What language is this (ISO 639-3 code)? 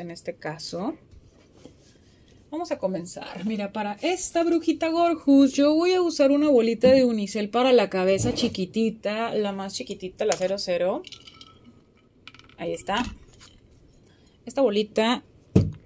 spa